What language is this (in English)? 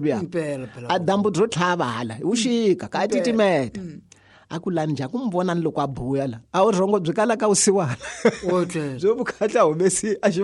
Tsonga